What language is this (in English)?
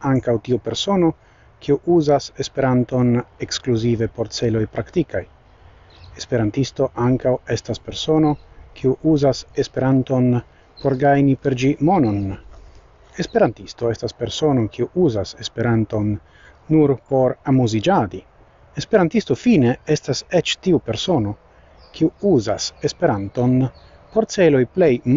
Esperanto